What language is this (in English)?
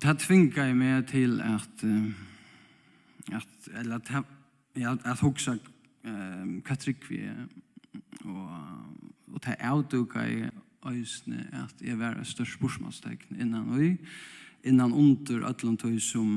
Faroese